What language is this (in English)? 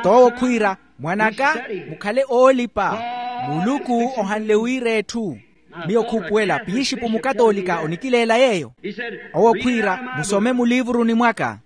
Makhuwa